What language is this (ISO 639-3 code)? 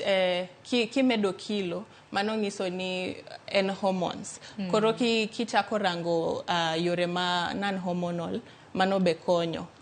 luo